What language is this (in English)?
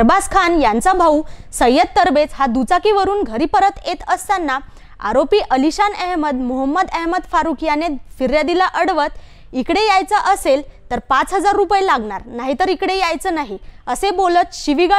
Marathi